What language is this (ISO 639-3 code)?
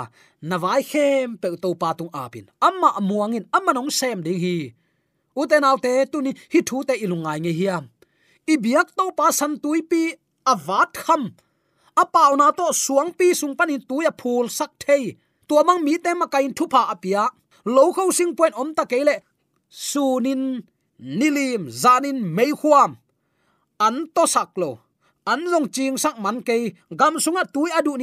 ctd